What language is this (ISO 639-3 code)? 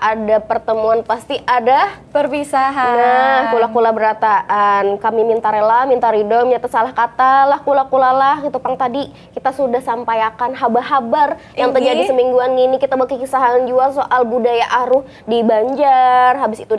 bjn